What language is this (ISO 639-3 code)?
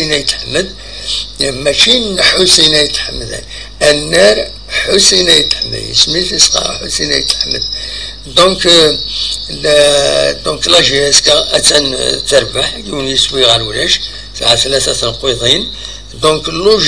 kab